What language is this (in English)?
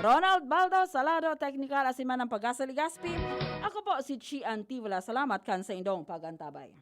Bikol